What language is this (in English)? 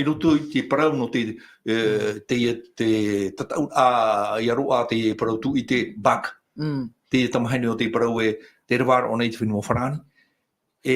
Tahitian